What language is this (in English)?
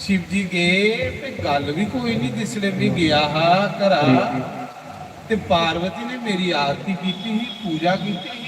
Dogri